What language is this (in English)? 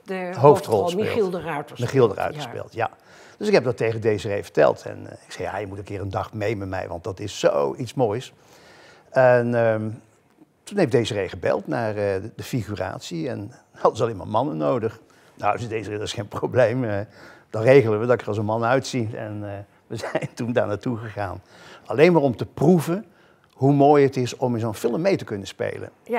Dutch